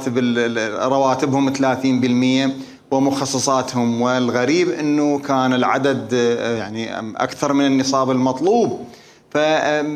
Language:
Mesopotamian Arabic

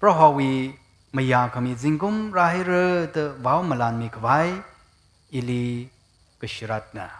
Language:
Tangkhul Naga (India)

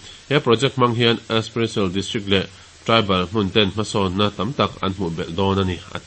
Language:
Mizo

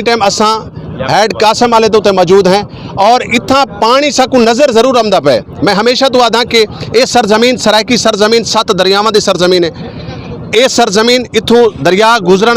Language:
Saraiki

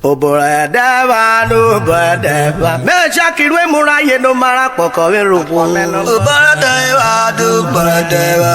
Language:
Urhobo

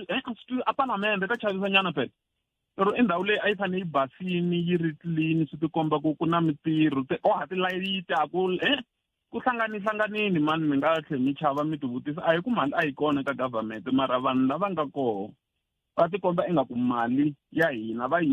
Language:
Tsonga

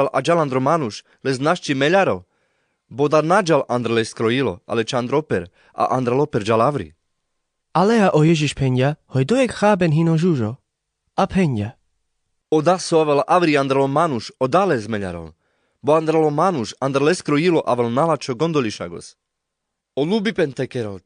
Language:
Carpathian Romani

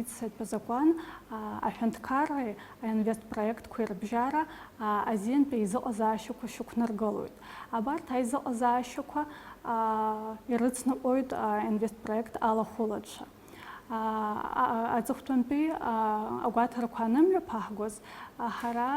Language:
Abkhazian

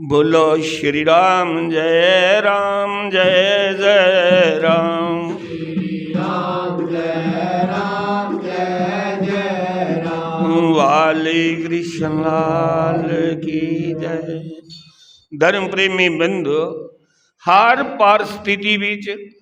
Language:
Dogri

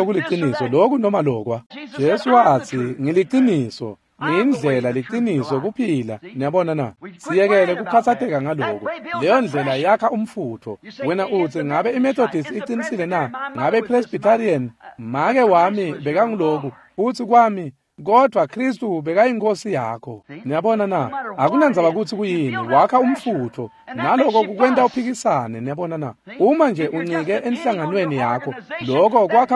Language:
Swati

